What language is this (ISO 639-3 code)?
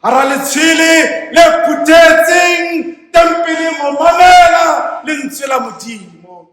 sot